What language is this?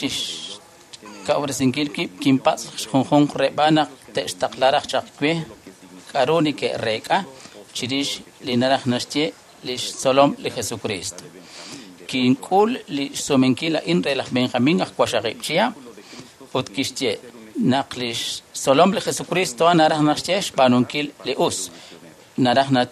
Kekchí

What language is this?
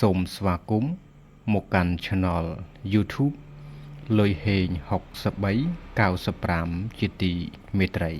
Khmer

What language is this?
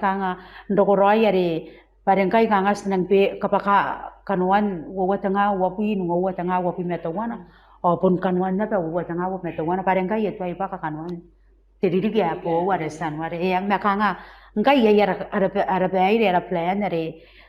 Gilbertese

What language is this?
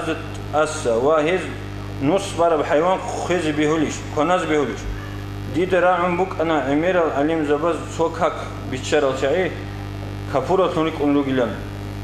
Avaric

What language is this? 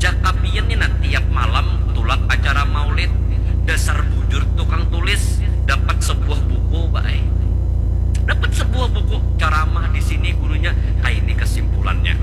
Banjar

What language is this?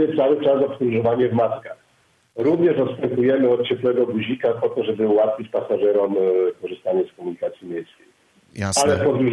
Polish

